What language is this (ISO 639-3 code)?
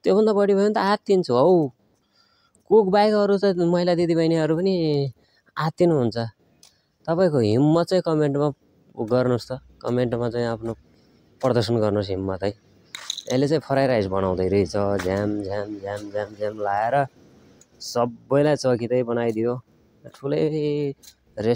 nep